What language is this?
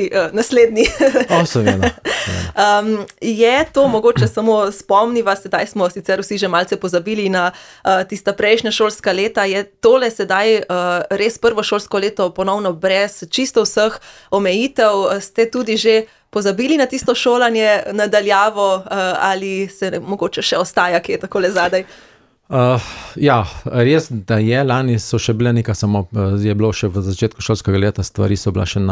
Slovenian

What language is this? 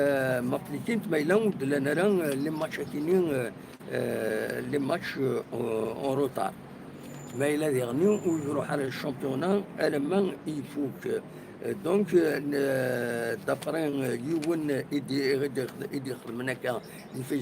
Kabyle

